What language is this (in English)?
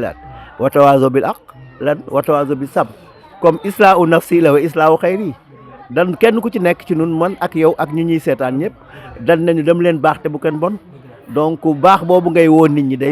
Wolof